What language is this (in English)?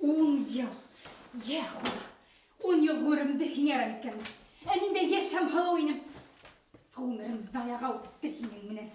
Bashkir